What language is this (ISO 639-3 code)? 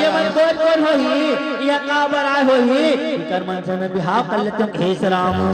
hne